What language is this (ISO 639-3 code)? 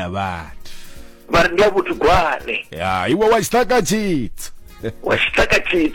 ven